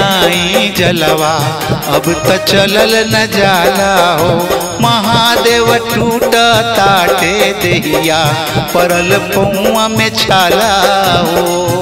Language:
Bhojpuri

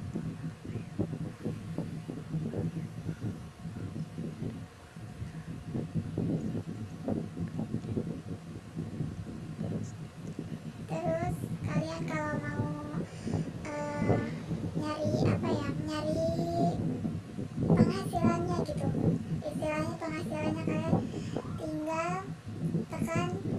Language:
Indonesian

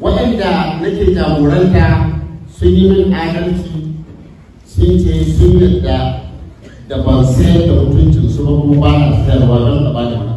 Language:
Hausa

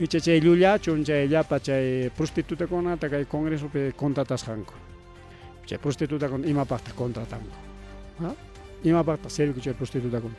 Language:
Ayacucho Quechua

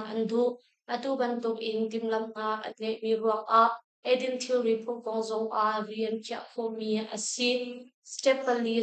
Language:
Hakha Chin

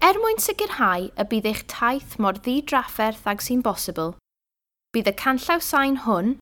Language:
Welsh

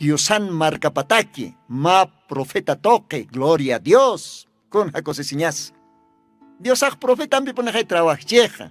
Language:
Aymara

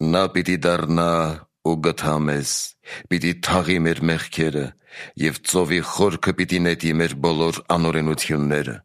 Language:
Armenian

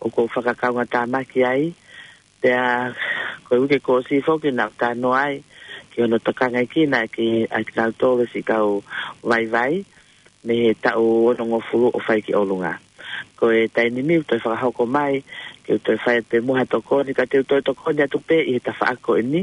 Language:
Tongan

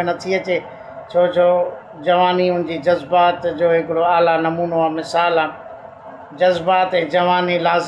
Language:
Sindhi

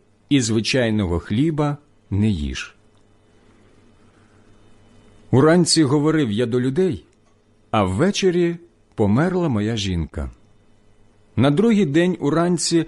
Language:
Ukrainian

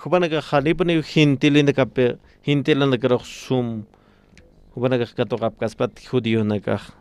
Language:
Aymara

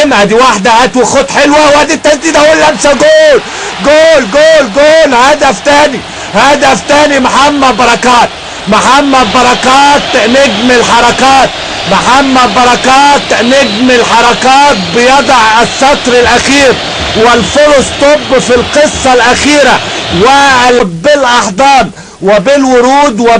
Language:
Egyptian Arabic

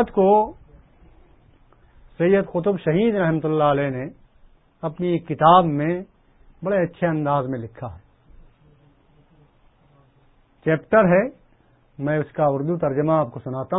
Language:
Urdu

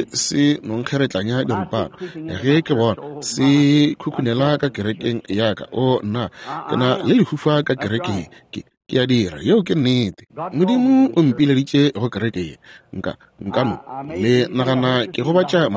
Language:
Northern Sotho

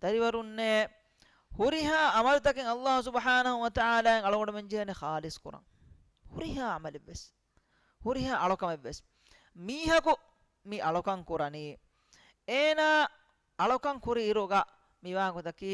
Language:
Divehi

